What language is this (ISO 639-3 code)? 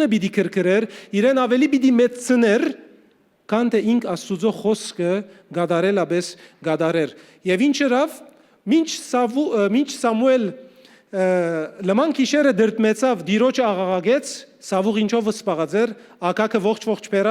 hyw